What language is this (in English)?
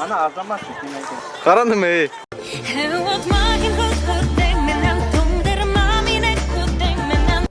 Bashkir